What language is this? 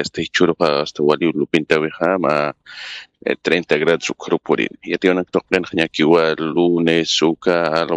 Aymara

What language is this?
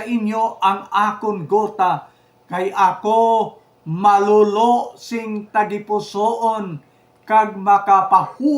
Hiligaynon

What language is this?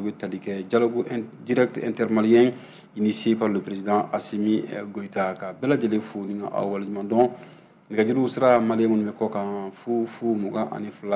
Bambara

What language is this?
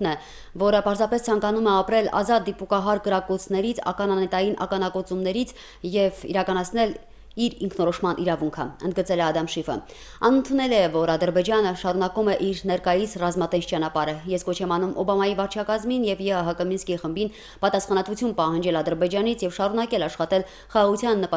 Armenian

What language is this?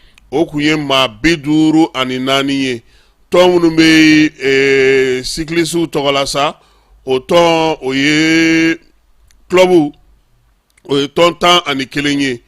Bambara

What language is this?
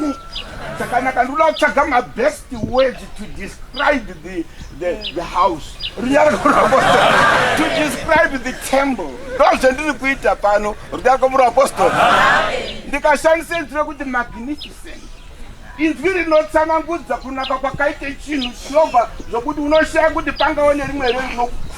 Shona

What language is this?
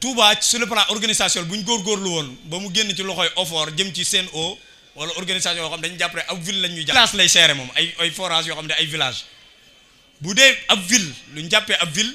Wolof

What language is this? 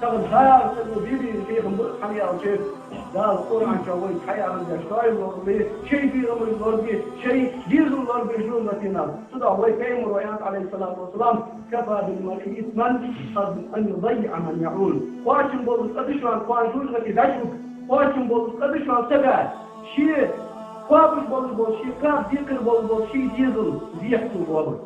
Ingush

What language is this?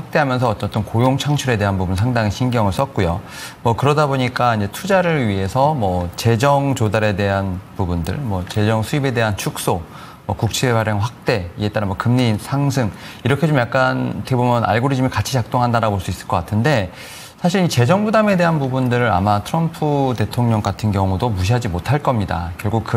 Korean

